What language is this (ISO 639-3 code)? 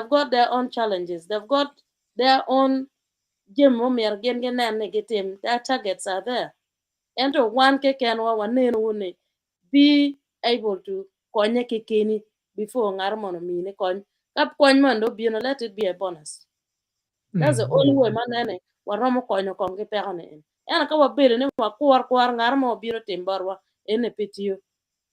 ach